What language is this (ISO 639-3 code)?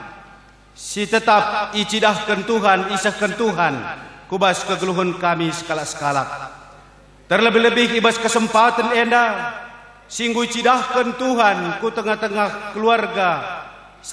btx